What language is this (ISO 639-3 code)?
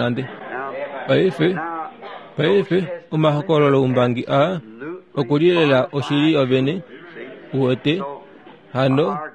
kua